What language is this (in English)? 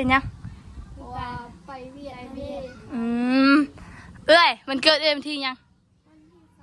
Northeastern Thai